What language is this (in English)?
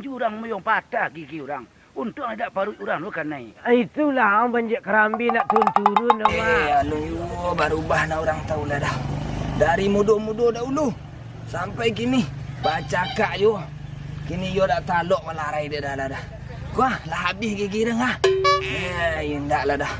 Minangkabau